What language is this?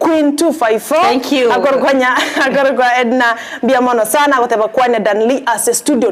Gusii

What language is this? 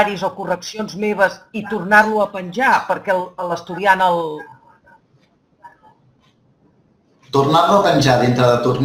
Catalan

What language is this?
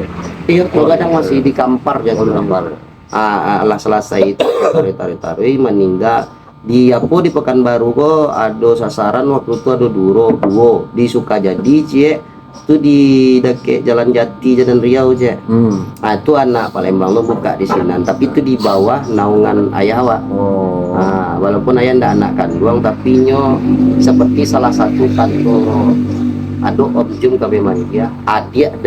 Minangkabau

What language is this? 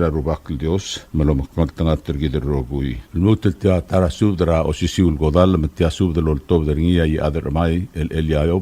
Palauan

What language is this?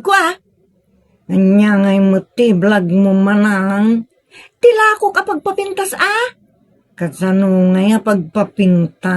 Iloko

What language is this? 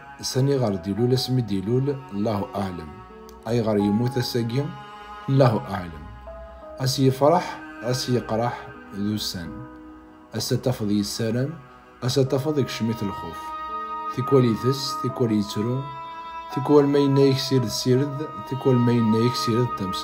Kabyle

